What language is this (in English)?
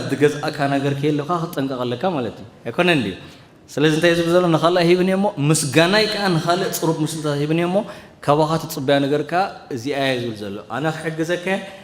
Tigrinya